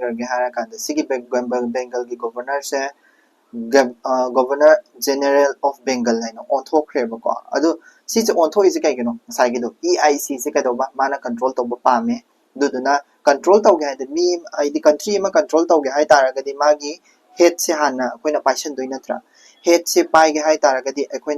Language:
Manipuri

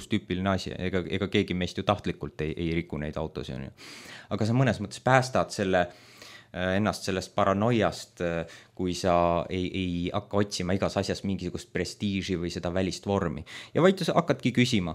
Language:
Estonian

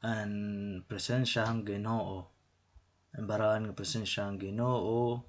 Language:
Waray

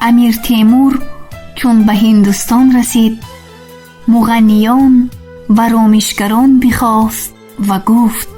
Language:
Tajik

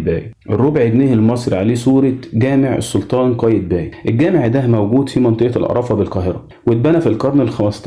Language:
Egyptian Arabic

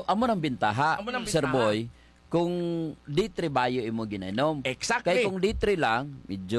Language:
Hiligaynon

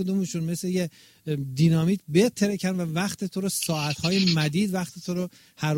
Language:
Persian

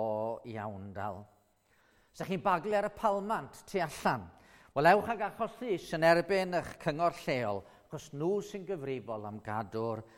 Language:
Welsh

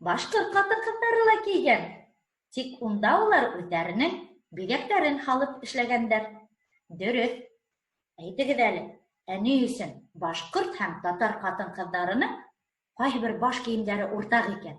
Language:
Bashkir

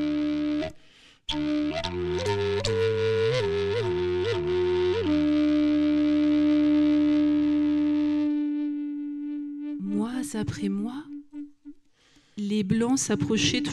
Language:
French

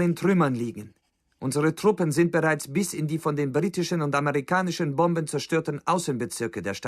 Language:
Bavarian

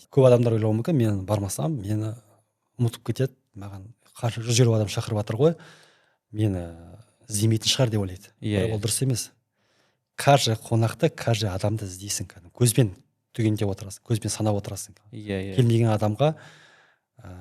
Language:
Kazakh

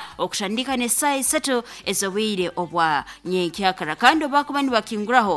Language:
Nyankole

